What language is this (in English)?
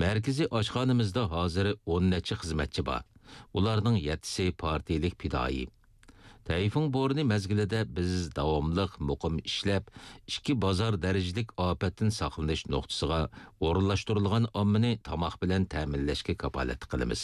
Uyghur